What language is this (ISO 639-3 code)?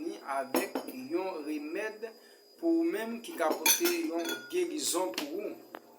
hat